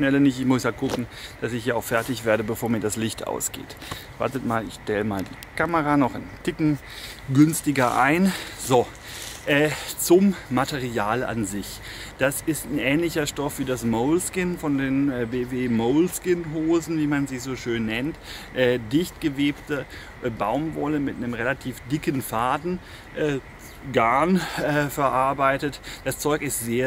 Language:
German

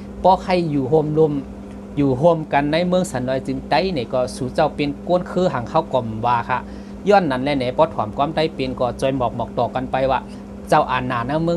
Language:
Shan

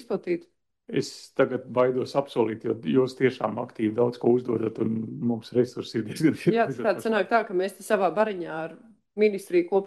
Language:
Latvian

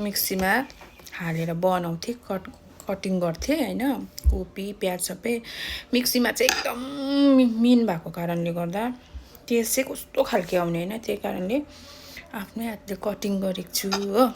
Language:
Nepali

